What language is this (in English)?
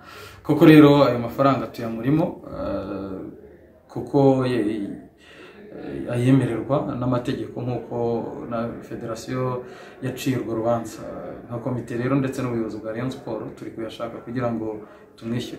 Kinyarwanda